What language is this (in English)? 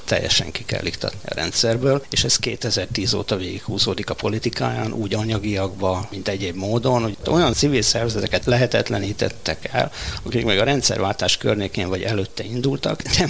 Hungarian